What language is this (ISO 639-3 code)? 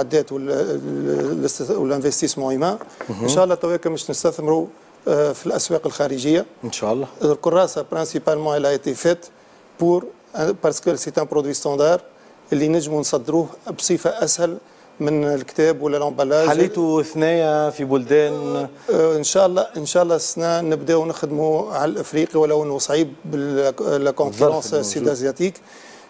aeb